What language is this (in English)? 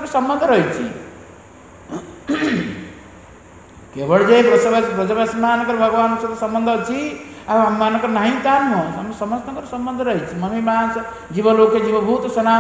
Odia